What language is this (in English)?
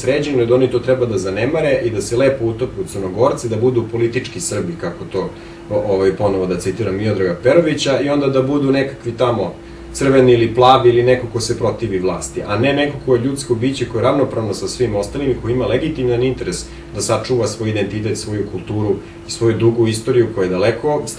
Bosnian